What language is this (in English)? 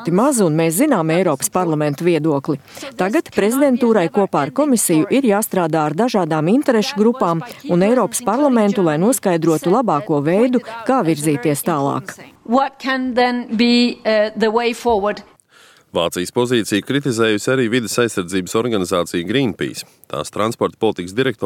Latvian